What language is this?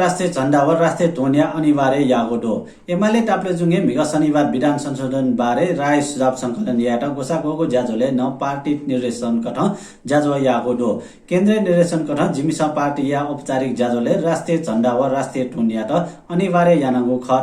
Newari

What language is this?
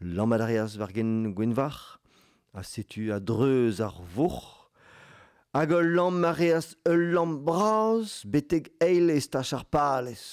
Breton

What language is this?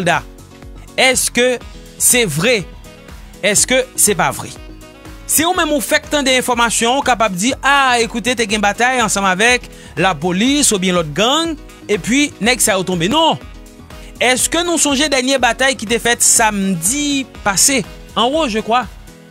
Haitian Creole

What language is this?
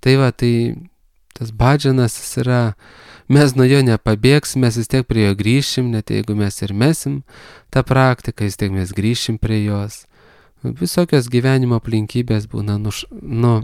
Lithuanian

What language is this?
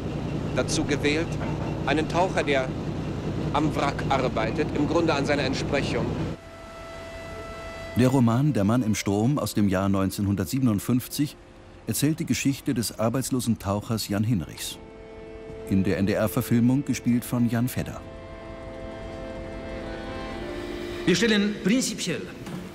German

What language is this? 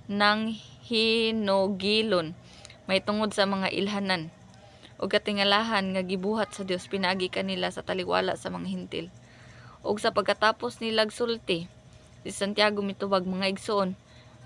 Cebuano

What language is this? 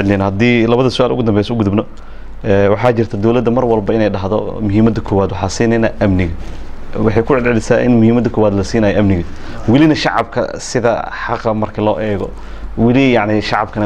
Somali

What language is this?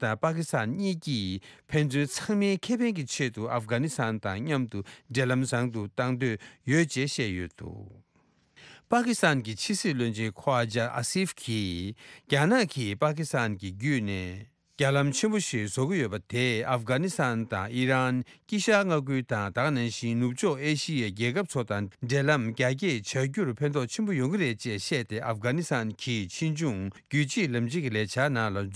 Tibetan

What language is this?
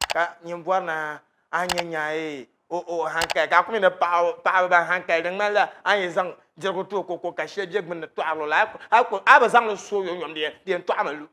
Dagbani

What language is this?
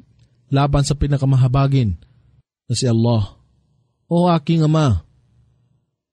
Filipino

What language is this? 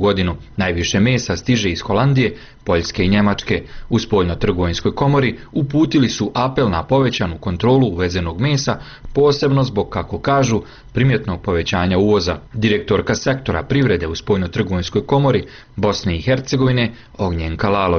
Bosnian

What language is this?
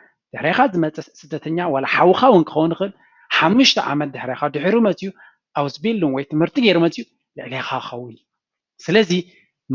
Tigrinya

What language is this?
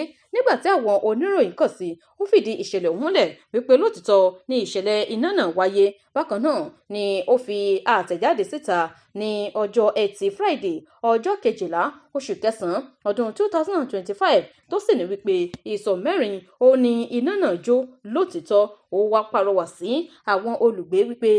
Yoruba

